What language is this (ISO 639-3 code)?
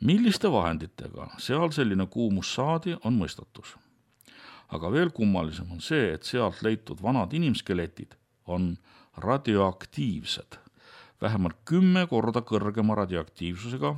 est